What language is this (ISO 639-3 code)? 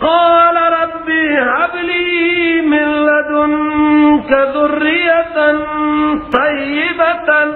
fas